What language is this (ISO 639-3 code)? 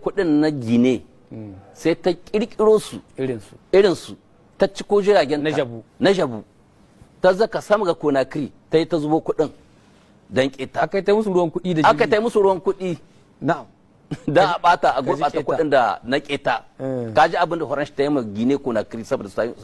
hau